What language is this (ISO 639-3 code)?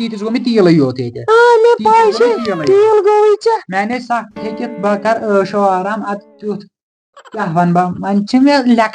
kas